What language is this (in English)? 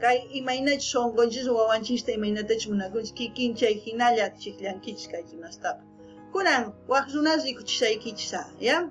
South Bolivian Quechua